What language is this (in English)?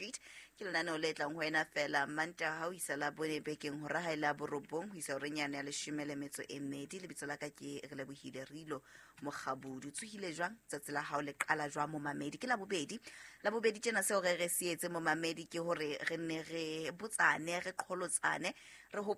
Southern Sotho